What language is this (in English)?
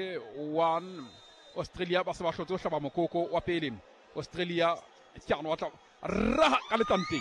Southern Sotho